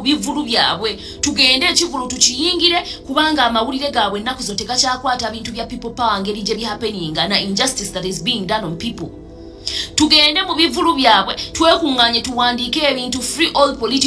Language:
Ganda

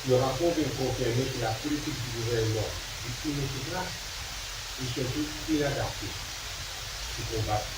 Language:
Morisyen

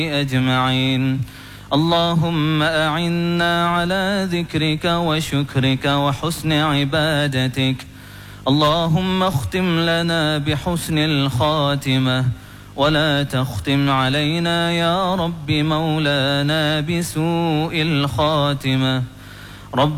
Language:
Arabic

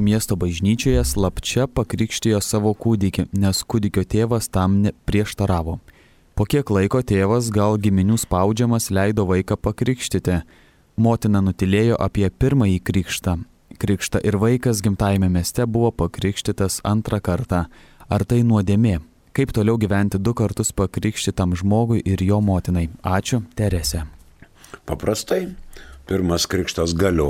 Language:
Lithuanian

